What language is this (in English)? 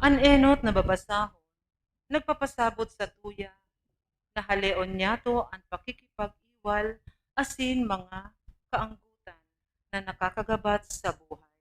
Bikol